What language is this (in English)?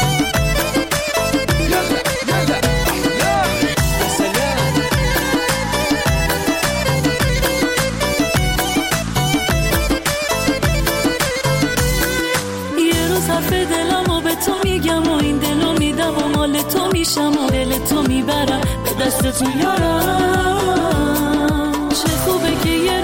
Persian